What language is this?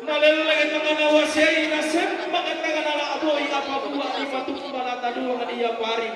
Toraja-Sa'dan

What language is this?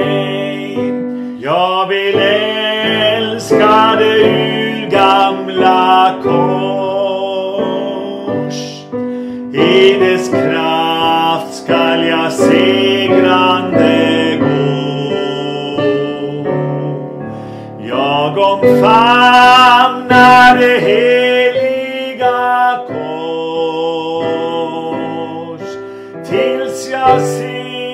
Swedish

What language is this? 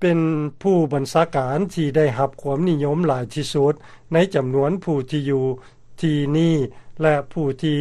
Lao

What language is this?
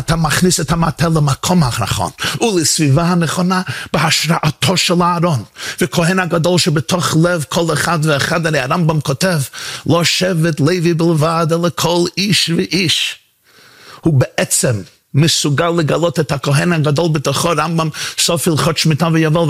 Hebrew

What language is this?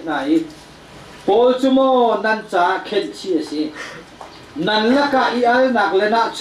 Hakha Chin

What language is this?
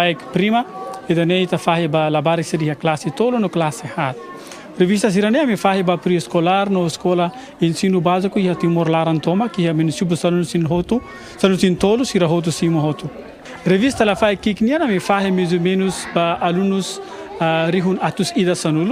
Tetum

